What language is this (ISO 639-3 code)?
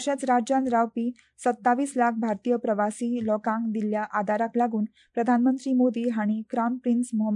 kok